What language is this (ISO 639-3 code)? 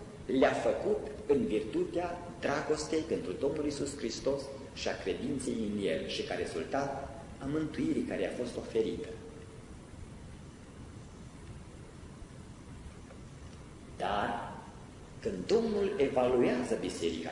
ron